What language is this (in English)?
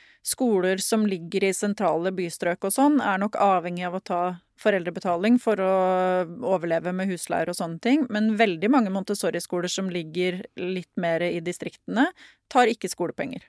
Norwegian